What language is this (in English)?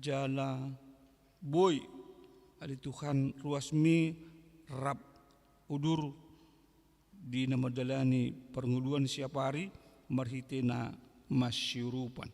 Batak Toba